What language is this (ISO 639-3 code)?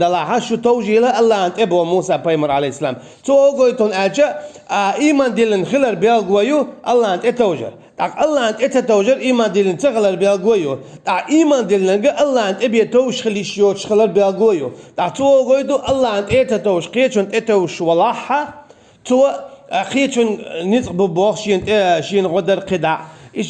che